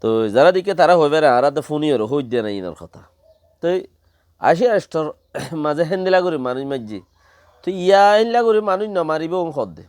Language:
Rohingya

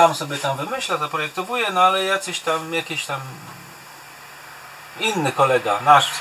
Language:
Polish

